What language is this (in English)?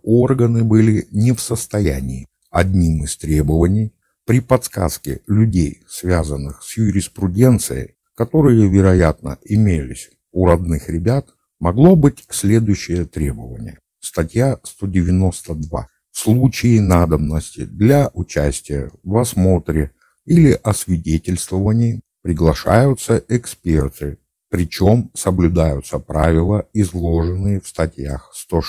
Russian